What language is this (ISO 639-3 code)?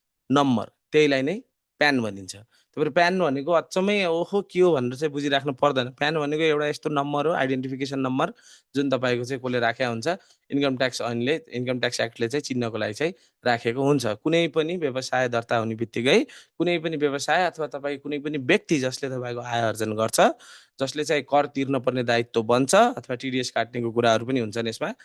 nep